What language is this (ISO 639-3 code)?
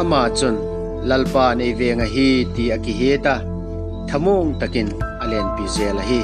vap